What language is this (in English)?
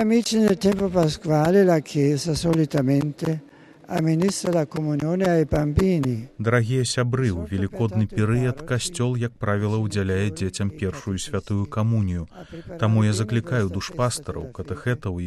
Belarusian